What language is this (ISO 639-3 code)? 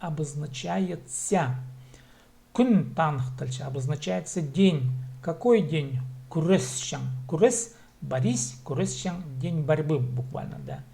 kjh